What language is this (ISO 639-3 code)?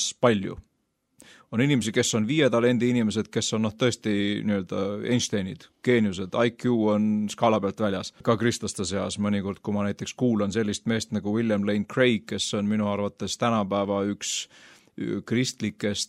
est